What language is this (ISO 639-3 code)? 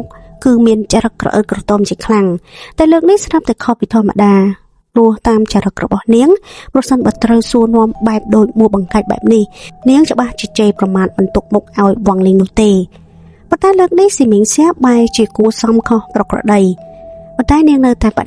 khm